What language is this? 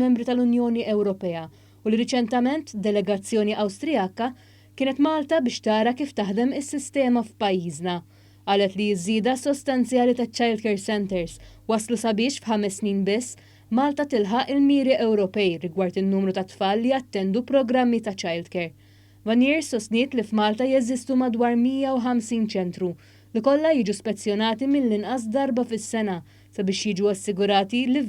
Maltese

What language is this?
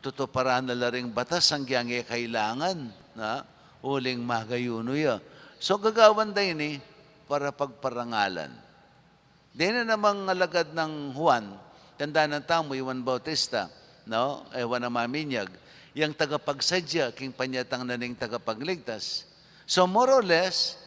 Pampanga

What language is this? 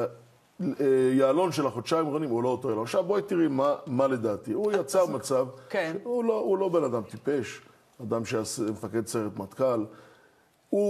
Hebrew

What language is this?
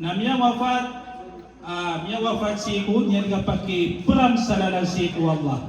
Maranao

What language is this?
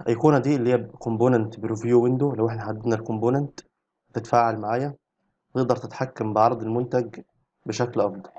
Egyptian Arabic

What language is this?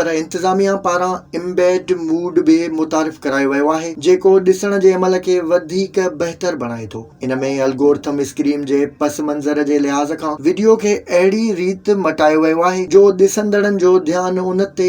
Sindhi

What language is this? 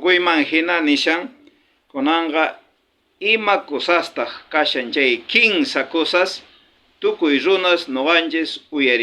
South Bolivian Quechua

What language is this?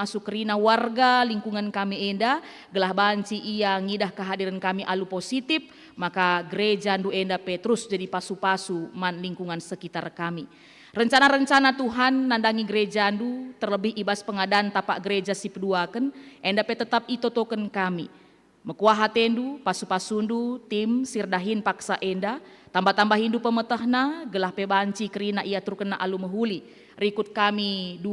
Batak Karo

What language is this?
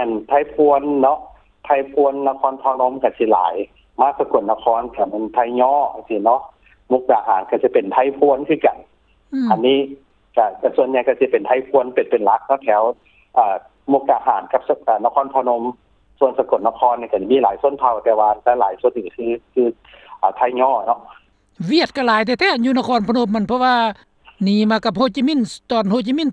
Lao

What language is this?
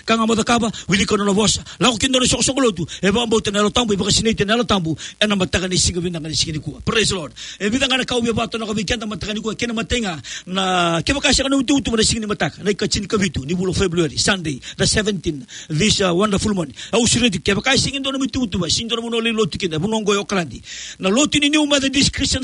Fijian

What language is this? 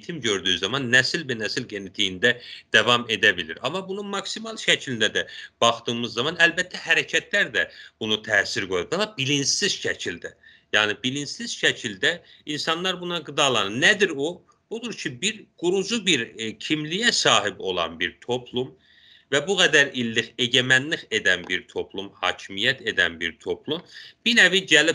South Azerbaijani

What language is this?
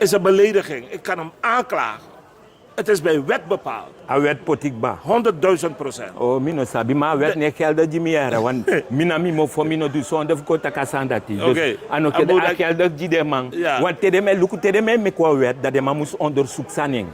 Sranan Tongo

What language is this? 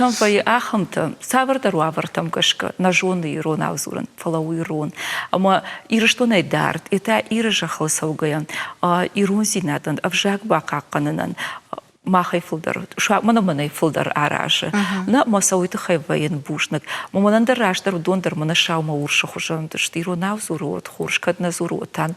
Ossetic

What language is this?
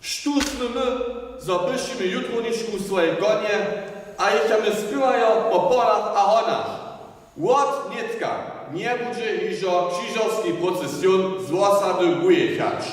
Upper Sorbian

